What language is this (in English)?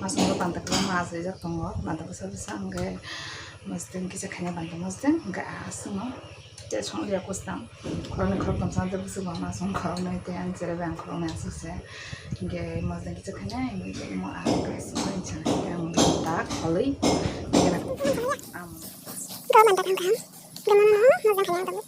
Kok Borok